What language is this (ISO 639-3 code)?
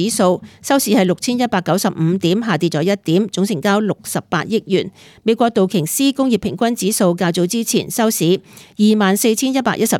yue